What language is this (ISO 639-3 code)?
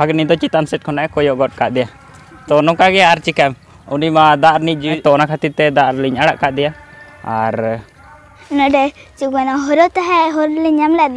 sat